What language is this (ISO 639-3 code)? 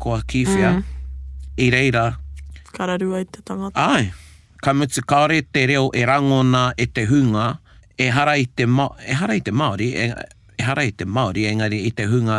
mri